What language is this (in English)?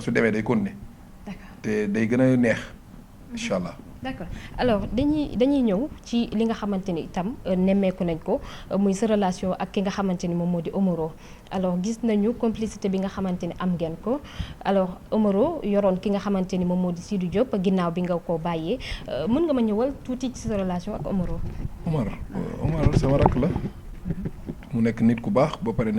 Wolof